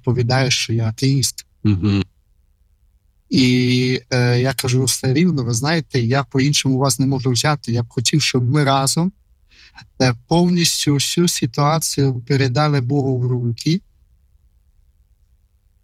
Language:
Ukrainian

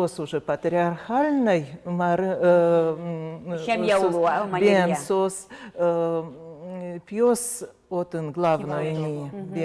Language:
Udmurt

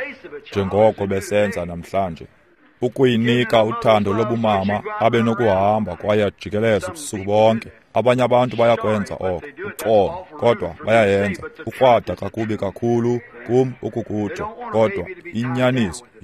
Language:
Xhosa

